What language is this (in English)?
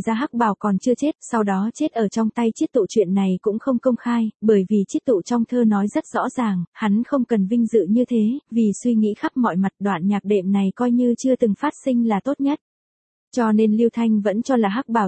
Vietnamese